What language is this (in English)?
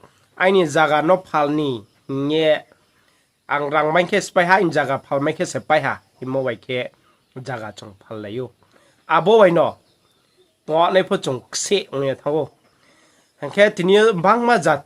Riang (India)